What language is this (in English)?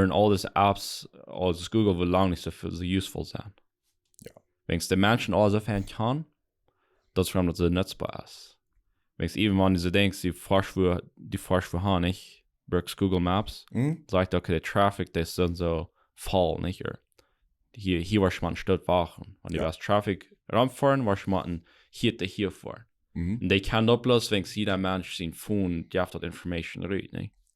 Plautdietsch